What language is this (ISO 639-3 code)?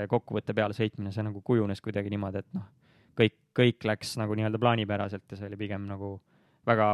est